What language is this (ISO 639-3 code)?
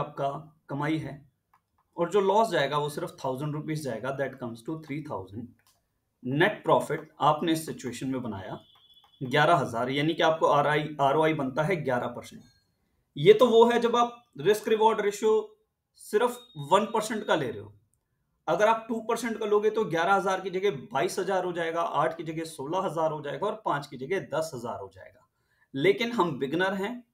hin